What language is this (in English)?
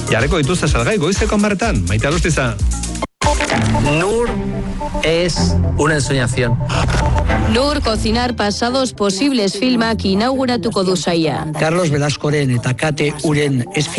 Basque